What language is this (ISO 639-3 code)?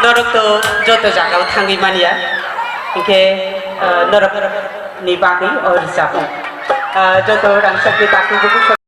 trp